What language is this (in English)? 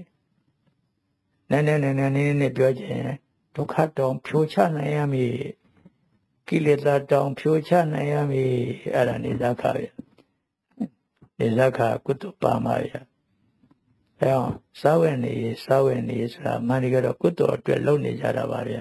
Burmese